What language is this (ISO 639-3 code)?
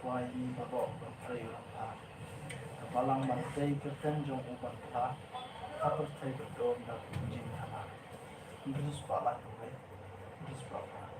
kha